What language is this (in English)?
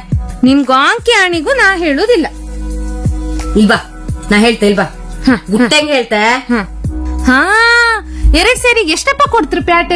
Kannada